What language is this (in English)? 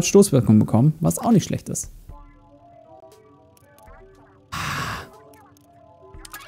German